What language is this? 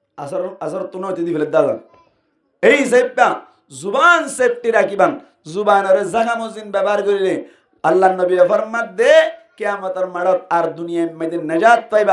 Rohingya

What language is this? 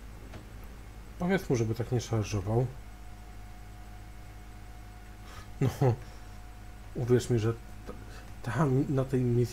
Polish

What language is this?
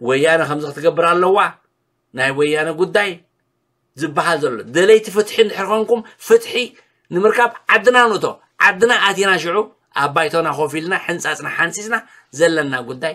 Tigrinya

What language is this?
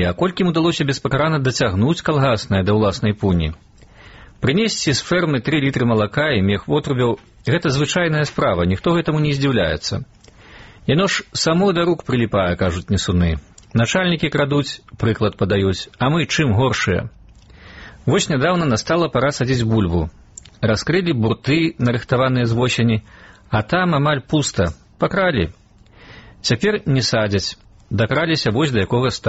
Belarusian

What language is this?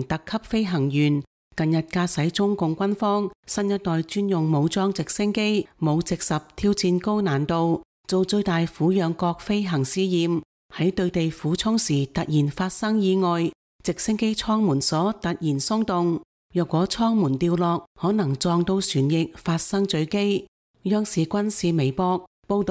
Cantonese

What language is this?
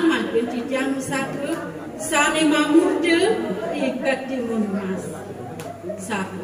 Balinese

